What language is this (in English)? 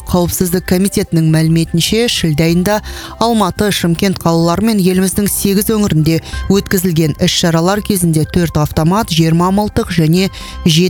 Kazakh